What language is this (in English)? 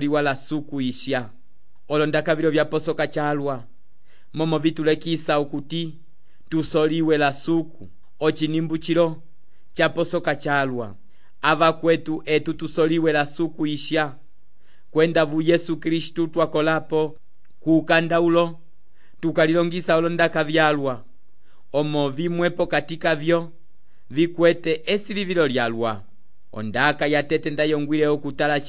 Umbundu